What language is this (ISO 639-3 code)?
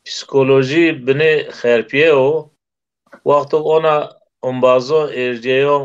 zza